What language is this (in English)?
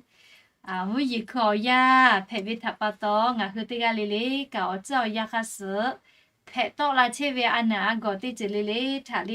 Lahu